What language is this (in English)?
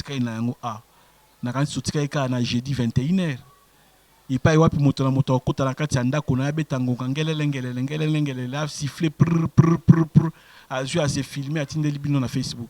Lingala